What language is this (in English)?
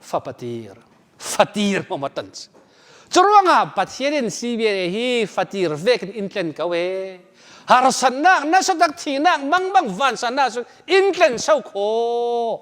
Falam Chin